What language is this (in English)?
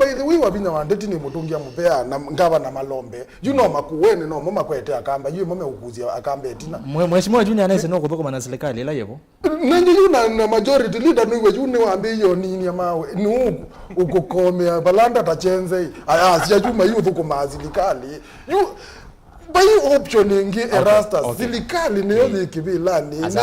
Kamba